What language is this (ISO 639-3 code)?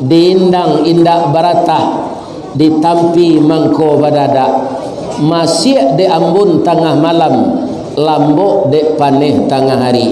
min